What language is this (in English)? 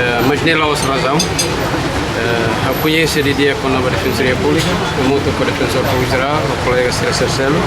Tetum